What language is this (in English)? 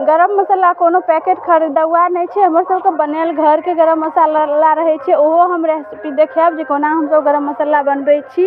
Maithili